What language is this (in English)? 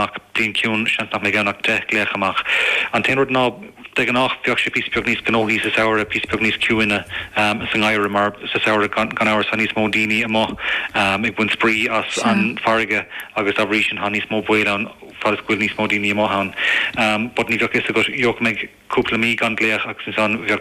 Irish